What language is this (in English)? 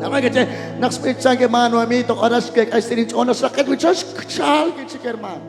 Kekchí